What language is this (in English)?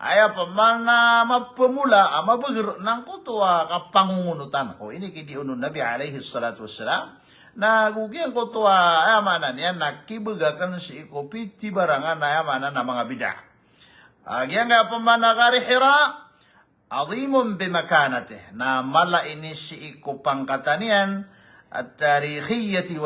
Maranao